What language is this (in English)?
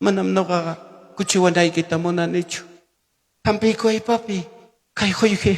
Ayacucho Quechua